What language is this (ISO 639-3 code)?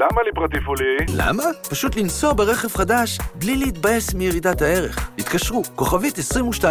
heb